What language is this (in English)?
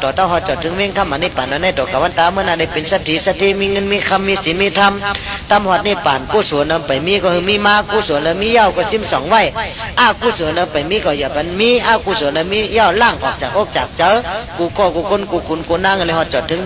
Shan